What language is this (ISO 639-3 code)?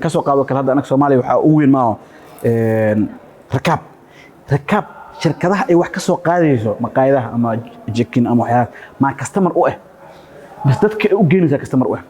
som